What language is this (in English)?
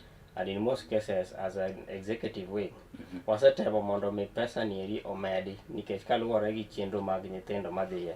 Luo (Kenya and Tanzania)